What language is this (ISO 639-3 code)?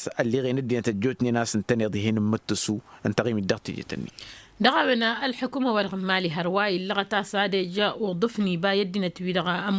taq